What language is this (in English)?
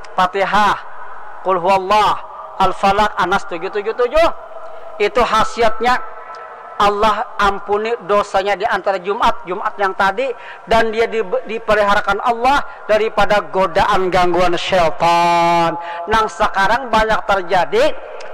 Banjar